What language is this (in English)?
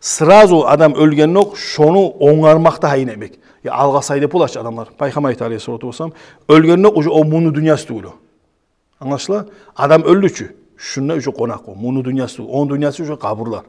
Kumyk